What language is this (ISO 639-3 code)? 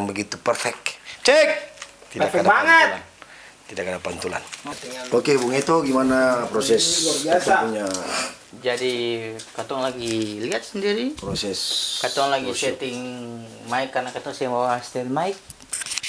abs